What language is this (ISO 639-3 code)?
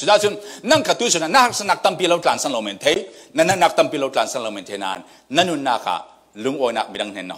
cfm